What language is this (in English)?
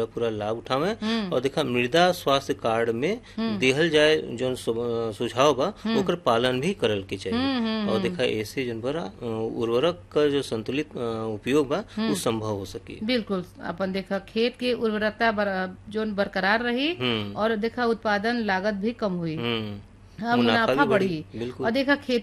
Bhojpuri